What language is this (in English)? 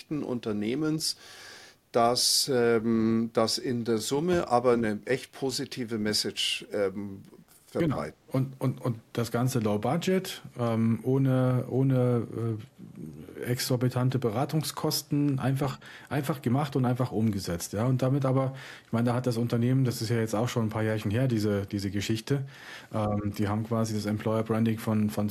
German